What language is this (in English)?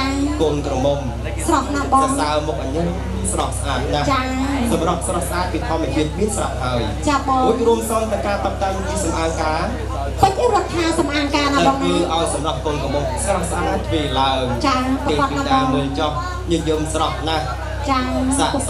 Khmer